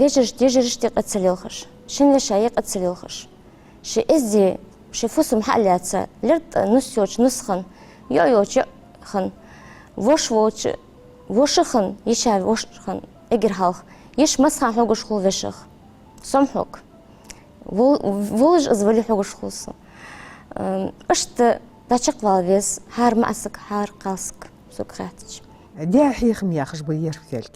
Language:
Ingush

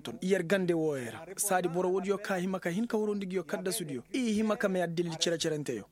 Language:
Koyraboro Senni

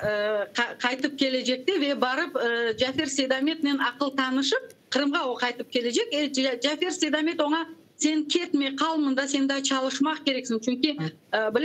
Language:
Crimean Tatar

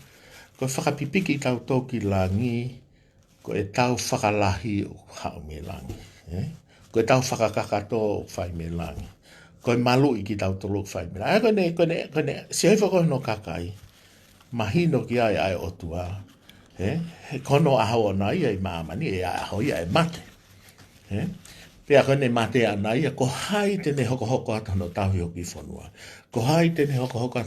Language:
Tongan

